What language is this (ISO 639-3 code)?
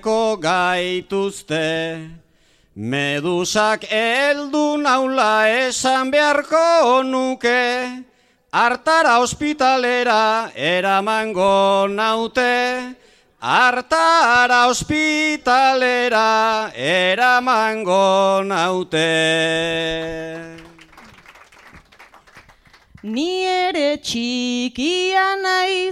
eus